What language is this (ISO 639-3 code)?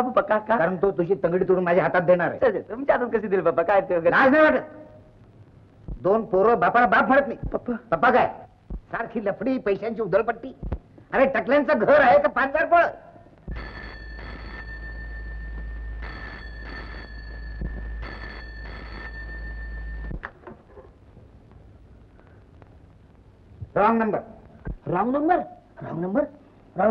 mar